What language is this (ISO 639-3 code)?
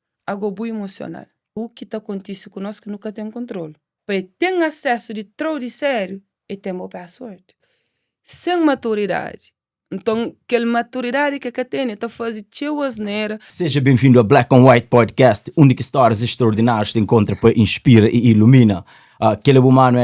kea